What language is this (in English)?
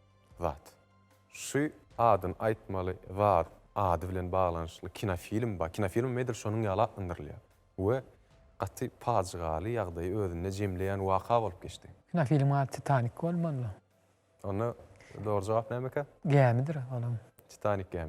Turkmen